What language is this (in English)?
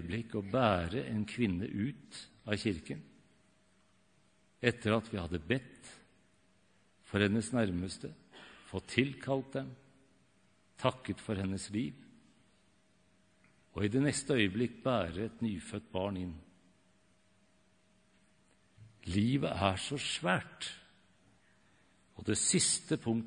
Norwegian